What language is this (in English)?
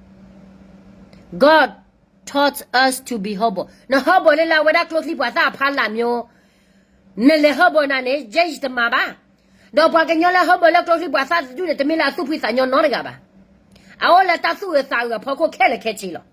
S'gaw Karen